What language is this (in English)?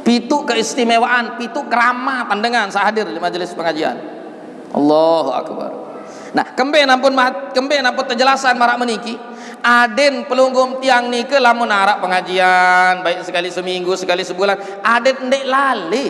Sasak